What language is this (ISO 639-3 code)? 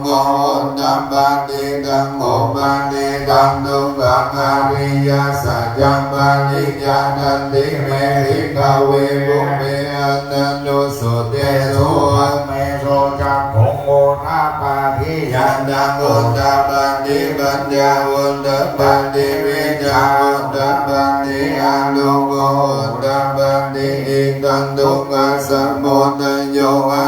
pli